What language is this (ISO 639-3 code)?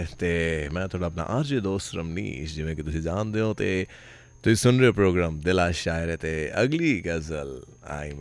pan